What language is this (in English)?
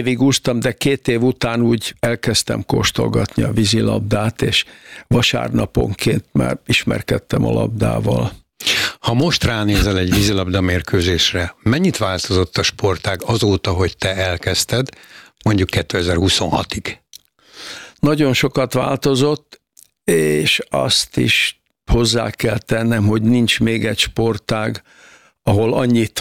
Hungarian